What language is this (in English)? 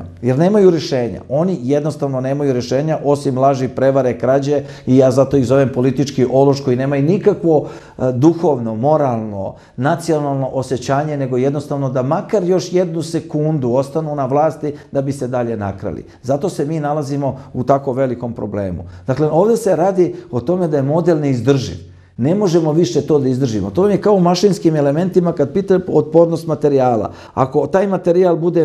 Serbian